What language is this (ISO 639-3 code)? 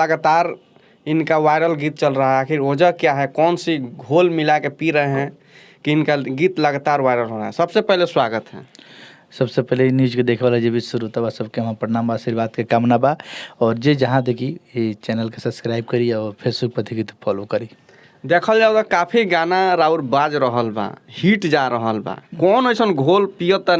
bho